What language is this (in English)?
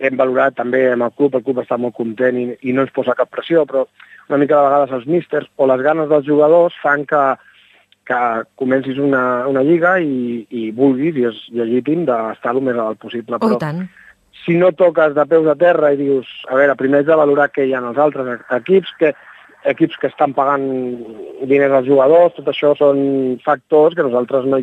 Catalan